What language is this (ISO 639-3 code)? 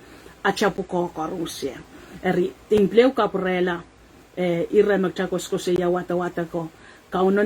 pon